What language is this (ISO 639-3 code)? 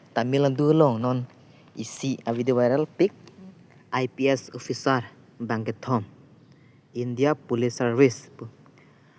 mjw